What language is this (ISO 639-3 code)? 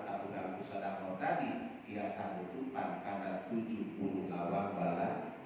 sun